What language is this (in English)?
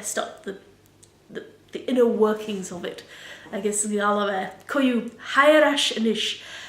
Scottish Gaelic